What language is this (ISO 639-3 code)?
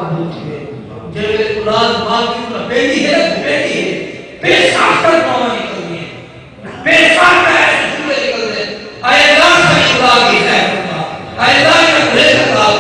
skr